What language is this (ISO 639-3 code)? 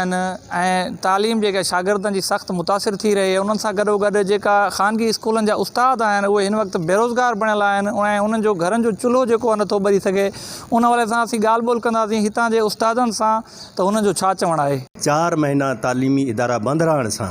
snd